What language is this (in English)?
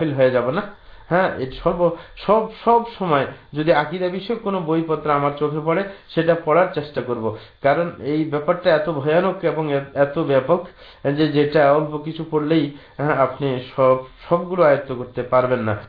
Bangla